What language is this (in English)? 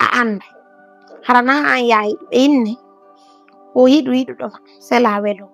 Fula